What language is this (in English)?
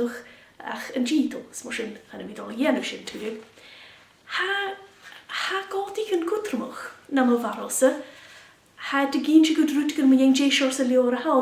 Scottish Gaelic